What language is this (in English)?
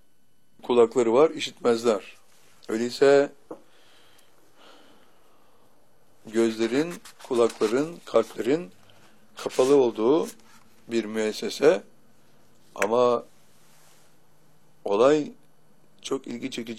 Turkish